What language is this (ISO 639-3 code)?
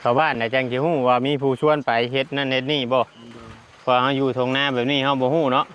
tts